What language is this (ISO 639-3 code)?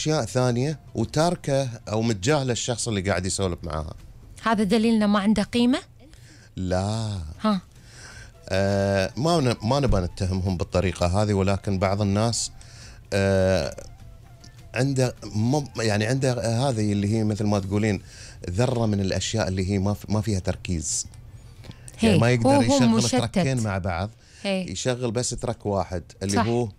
afb